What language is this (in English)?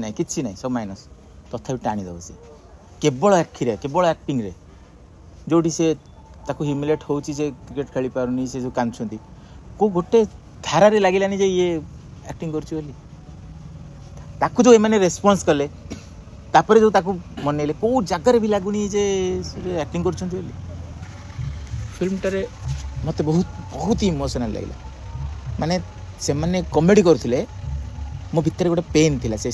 Odia